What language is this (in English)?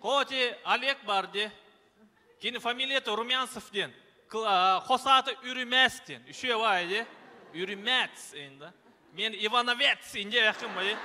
Yakut